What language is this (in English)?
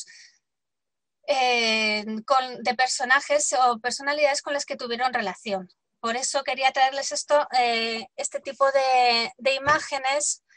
Spanish